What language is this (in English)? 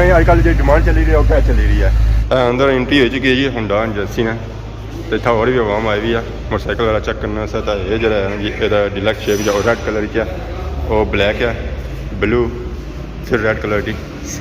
Pahari-Potwari